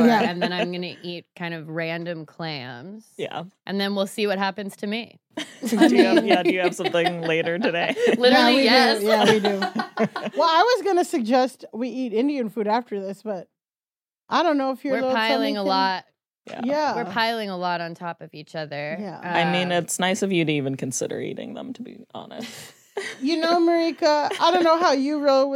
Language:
English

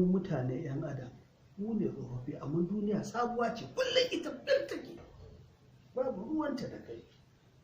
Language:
Hausa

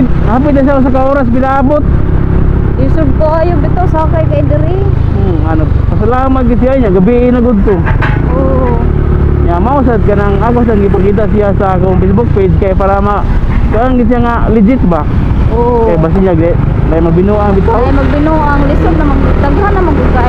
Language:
Cebuano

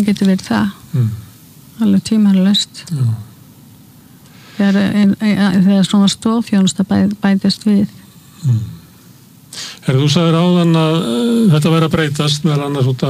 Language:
Icelandic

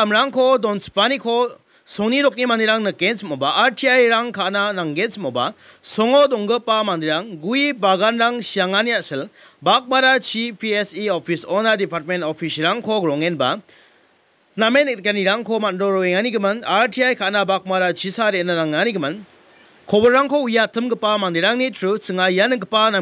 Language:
Garo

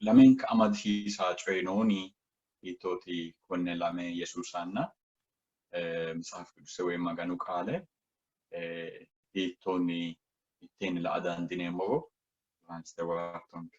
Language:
Sidamo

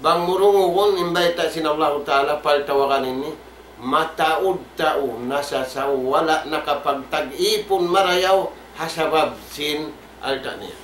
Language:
Tausug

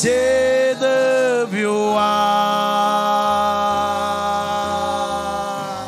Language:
Marshallese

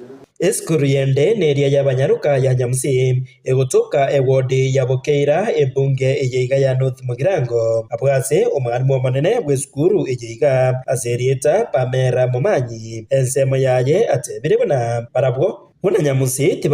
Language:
Gusii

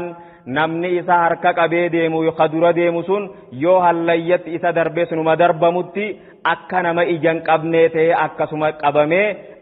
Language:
Oromo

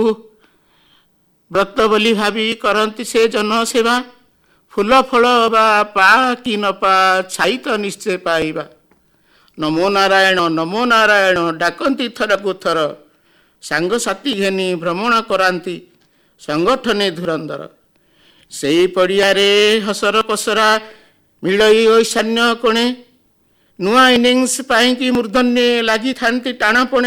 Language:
Odia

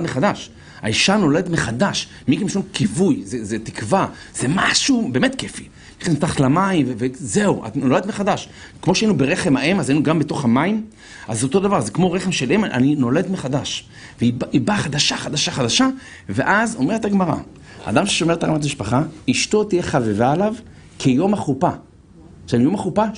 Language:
Hebrew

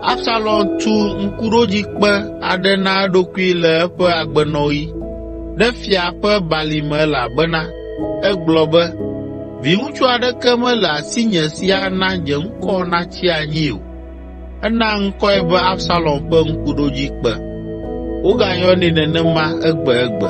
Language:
Ewe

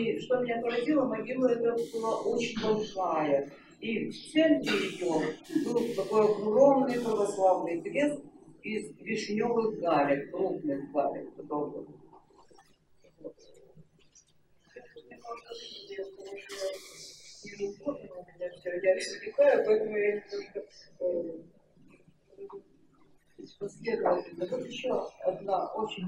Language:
Russian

